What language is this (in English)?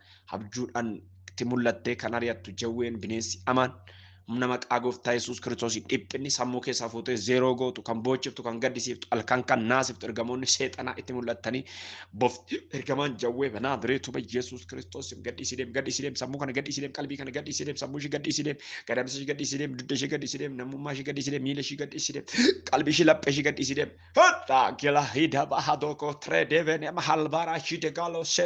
Oromo